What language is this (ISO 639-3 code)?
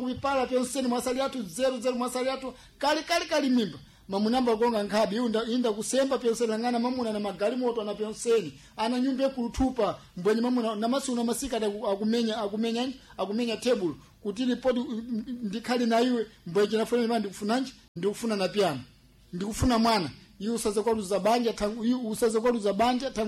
seh